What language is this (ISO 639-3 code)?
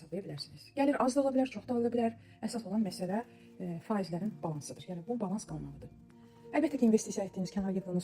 aze